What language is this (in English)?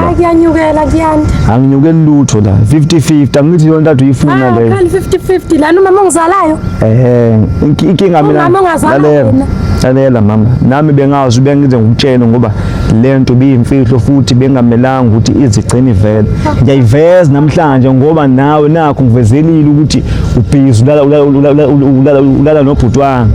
Zulu